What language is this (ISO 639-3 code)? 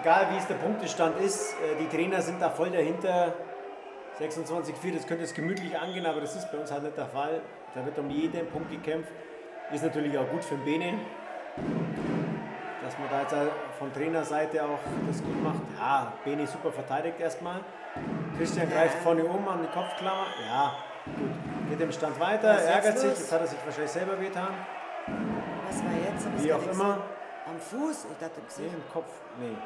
deu